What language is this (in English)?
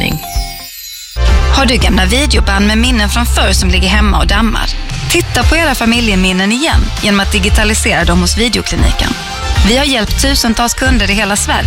Swedish